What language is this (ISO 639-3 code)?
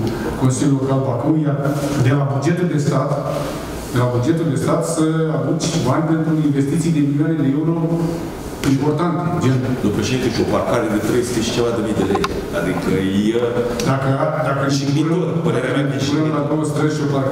ron